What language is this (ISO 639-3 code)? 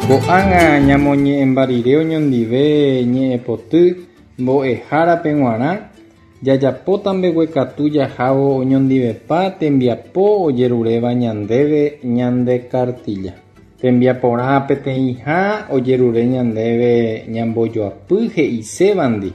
grn